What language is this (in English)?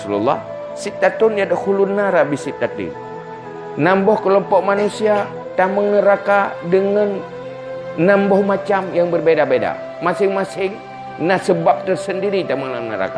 Achinese